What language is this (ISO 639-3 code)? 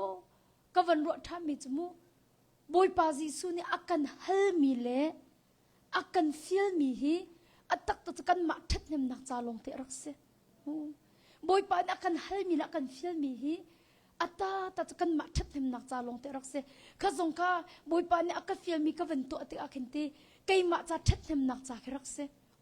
cnh